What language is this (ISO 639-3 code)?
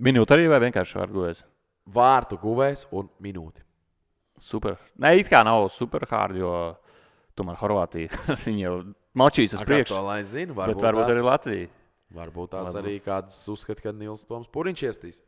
lav